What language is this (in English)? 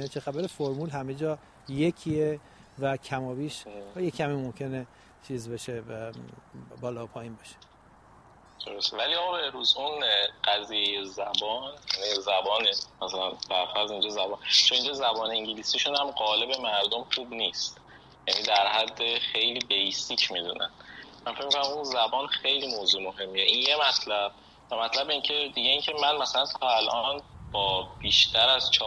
Persian